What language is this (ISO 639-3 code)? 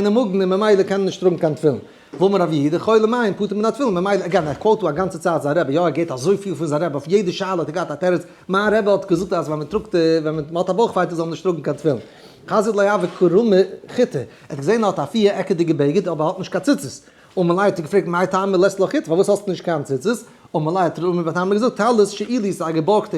yid